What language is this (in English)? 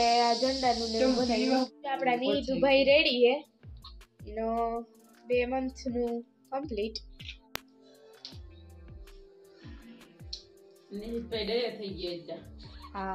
Gujarati